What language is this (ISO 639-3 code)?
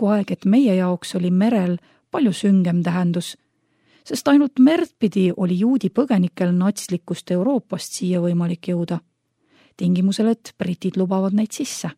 est